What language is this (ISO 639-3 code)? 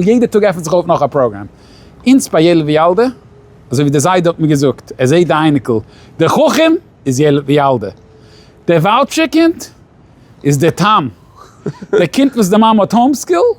yid